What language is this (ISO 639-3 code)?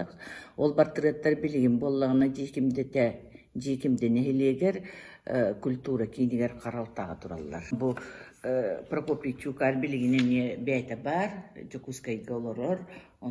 sah